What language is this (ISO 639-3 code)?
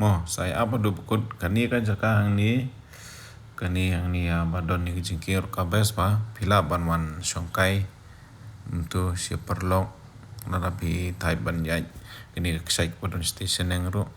kha